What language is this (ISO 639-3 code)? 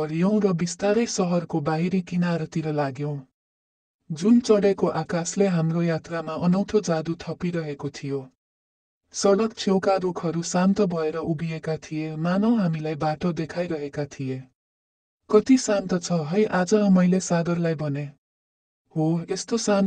nep